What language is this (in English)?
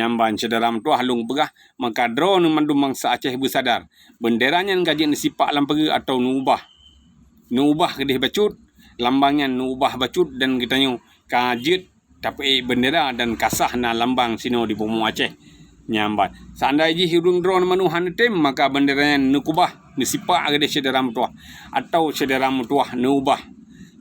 Achinese